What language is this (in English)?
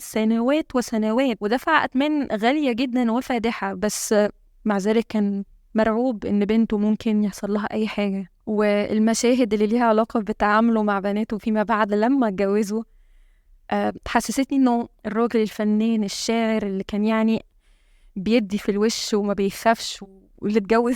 Egyptian Arabic